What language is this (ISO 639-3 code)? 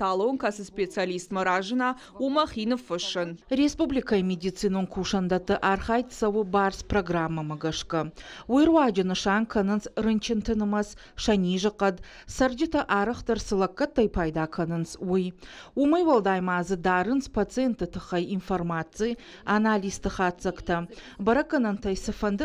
oss